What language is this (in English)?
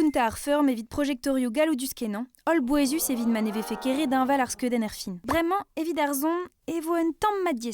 Breton